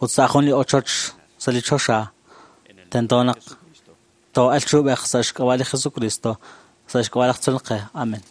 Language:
Kekchí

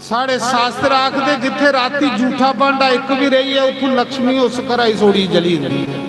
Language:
Dogri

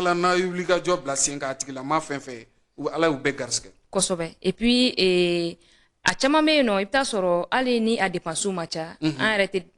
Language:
Bambara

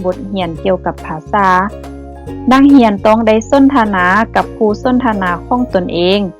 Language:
Lao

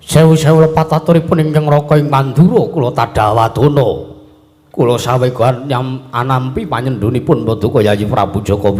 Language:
Javanese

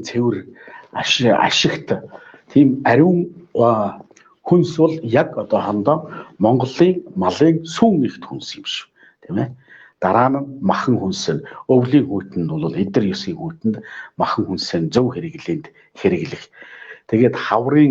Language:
Mongolian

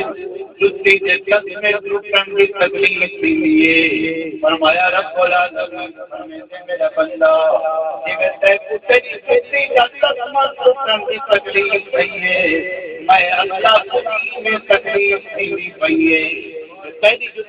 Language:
Saraiki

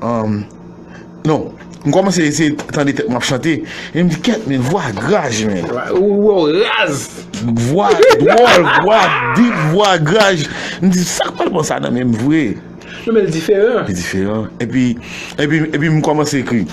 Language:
Haitian Creole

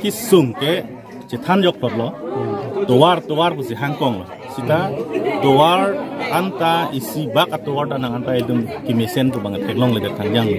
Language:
Karbi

